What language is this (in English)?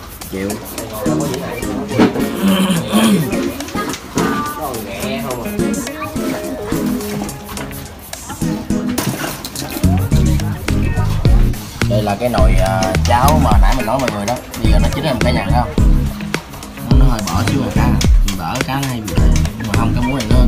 Vietnamese